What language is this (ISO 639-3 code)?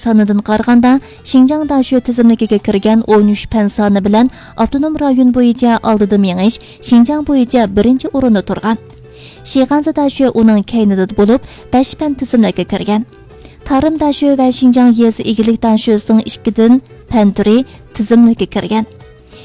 uig